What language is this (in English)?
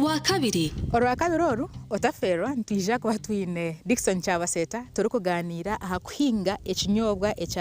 Nyankole